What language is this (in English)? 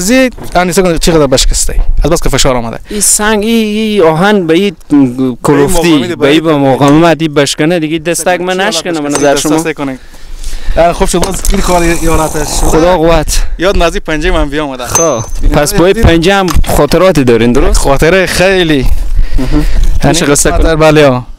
Persian